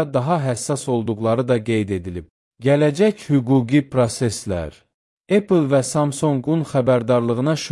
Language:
Azerbaijani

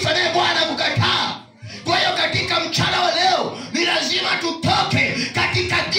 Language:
Swahili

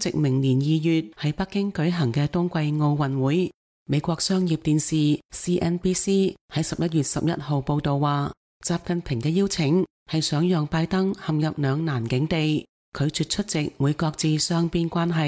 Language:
Cantonese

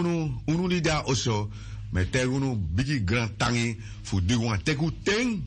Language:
Sranan Tongo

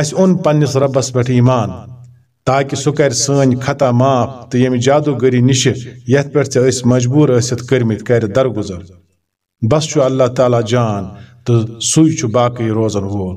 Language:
Kashmiri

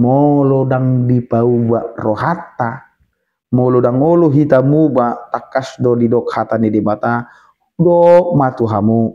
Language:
Batak Toba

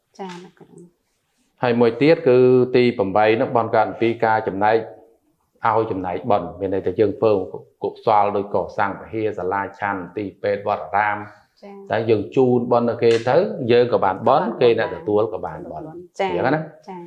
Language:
Khmer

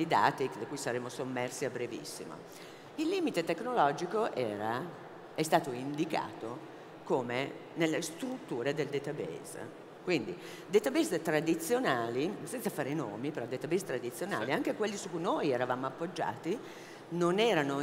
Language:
Italian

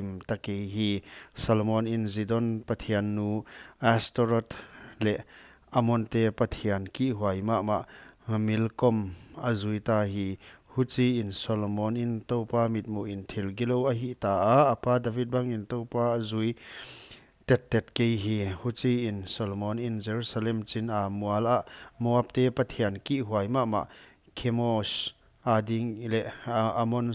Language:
Paite Chin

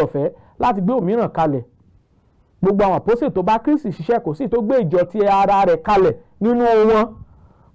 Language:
Yoruba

